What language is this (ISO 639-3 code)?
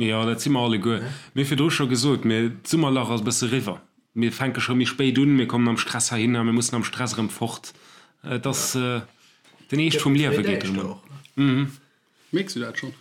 ltz